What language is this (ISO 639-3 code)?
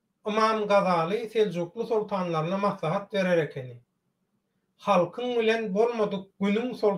tuk